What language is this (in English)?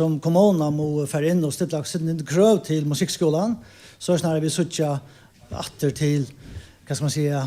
Faroese